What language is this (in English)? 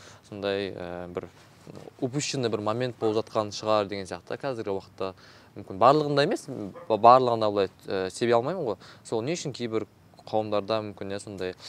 Kazakh